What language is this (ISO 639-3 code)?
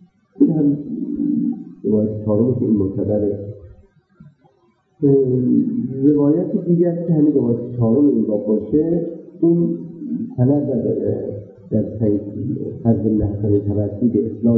fas